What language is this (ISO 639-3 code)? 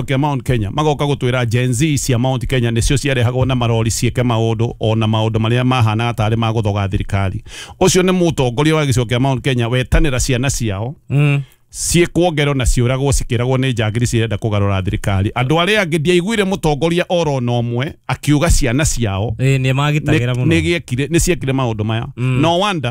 kik